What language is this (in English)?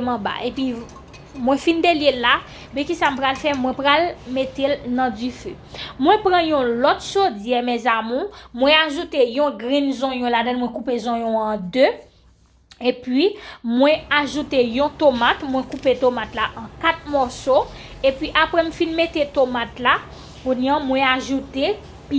Haitian Creole